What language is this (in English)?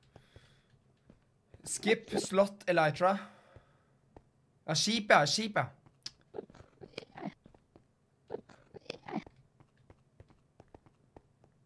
Norwegian